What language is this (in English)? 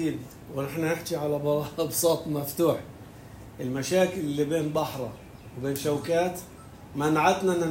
North Levantine Arabic